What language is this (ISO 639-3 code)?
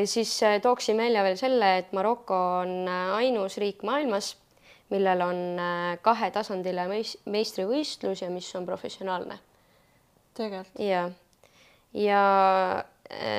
est